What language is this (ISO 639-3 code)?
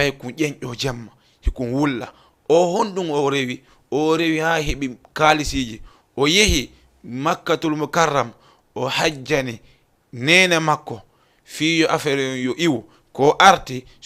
ful